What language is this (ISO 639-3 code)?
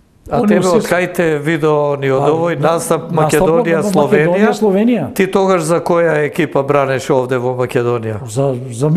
mkd